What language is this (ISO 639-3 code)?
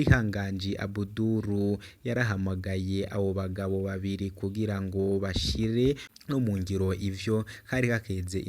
run